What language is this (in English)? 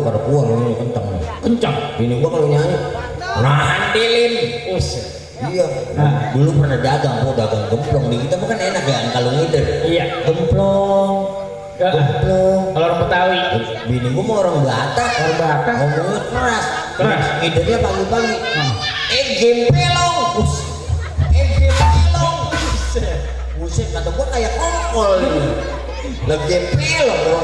Betawi